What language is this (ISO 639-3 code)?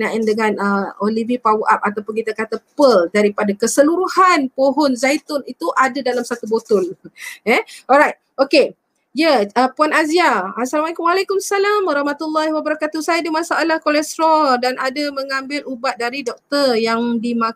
msa